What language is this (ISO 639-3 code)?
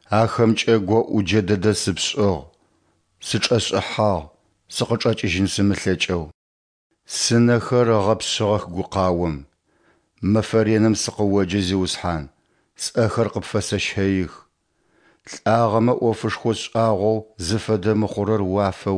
ady